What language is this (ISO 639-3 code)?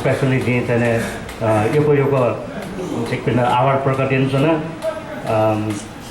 new